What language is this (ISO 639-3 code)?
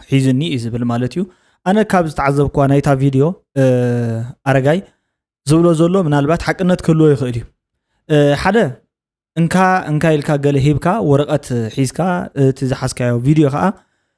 tir